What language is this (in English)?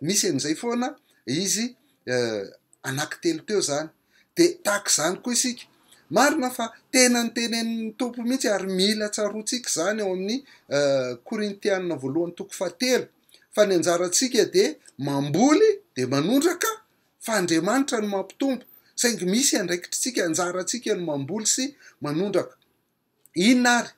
Malagasy